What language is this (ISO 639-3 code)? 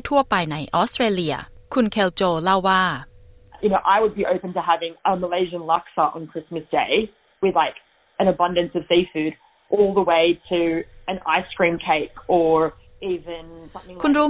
tha